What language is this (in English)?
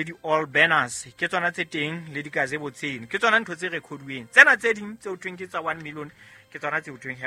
Southern Sotho